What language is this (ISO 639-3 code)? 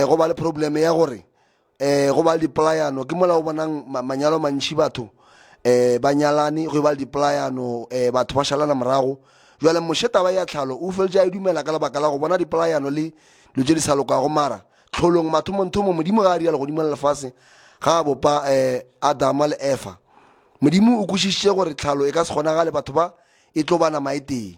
nso